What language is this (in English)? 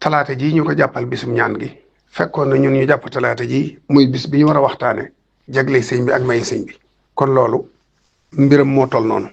Wolof